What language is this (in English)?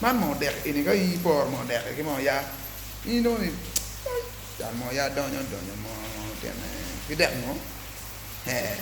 Acoli